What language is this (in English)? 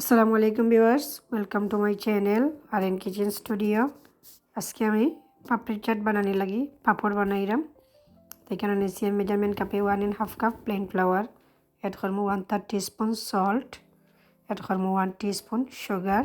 Sylheti